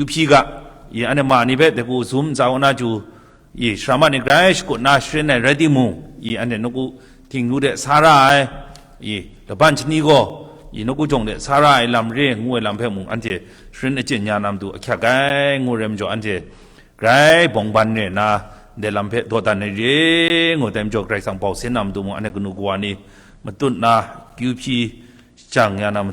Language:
Kachin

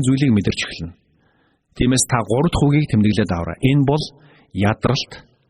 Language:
Mongolian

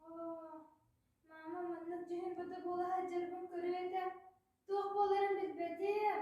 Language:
Yakut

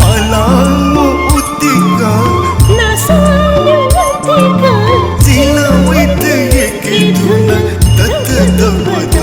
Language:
Newari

